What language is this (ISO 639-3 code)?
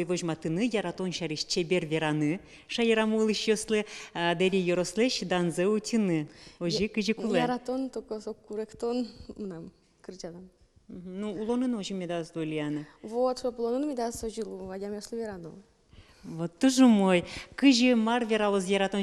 udm